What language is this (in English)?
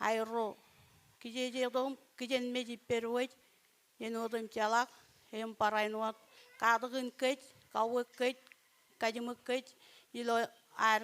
Marshallese